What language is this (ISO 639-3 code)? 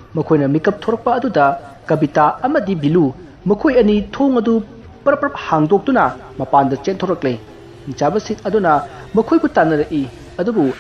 mni